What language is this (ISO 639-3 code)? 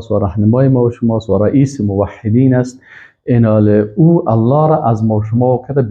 fas